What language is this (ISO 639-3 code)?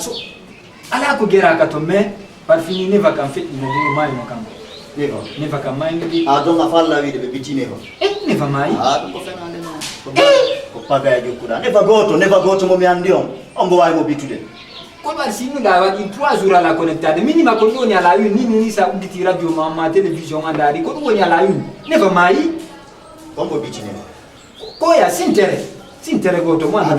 ful